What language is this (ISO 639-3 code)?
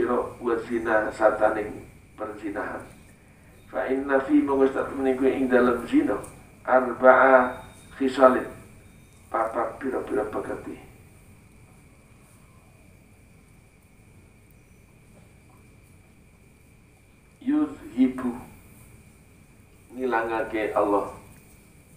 jav